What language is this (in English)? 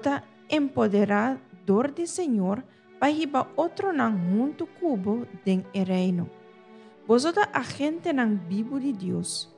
Papiamento